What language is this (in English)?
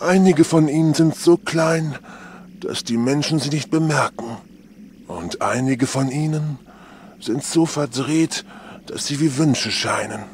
Bavarian